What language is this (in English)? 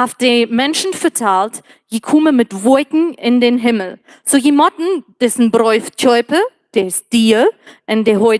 Plautdietsch